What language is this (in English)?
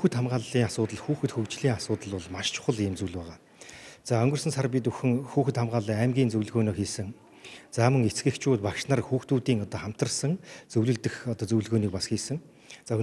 Mongolian